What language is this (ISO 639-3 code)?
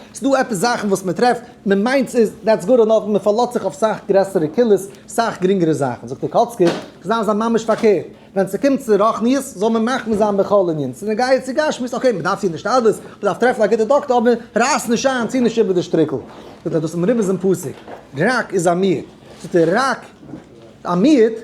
yid